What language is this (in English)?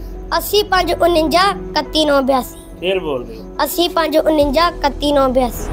Punjabi